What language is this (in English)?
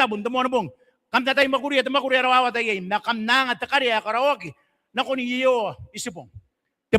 Gilbertese